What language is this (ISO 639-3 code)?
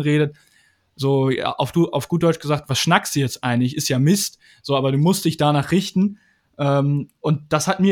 deu